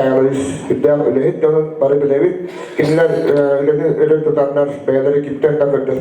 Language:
Yakut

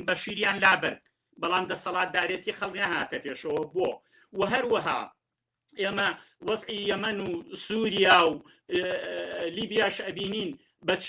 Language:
Central Kurdish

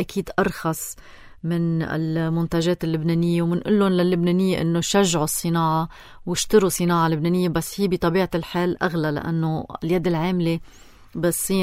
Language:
North Levantine Arabic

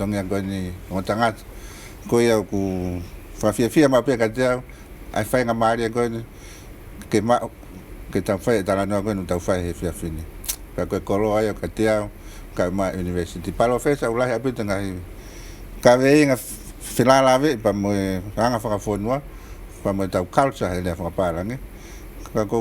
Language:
Tongan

